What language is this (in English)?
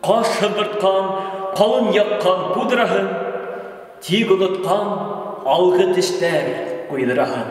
Bashkir